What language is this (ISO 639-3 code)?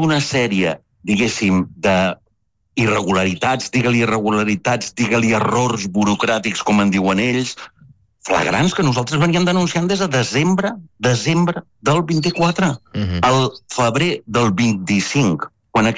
cat